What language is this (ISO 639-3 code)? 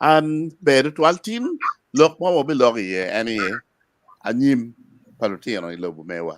ach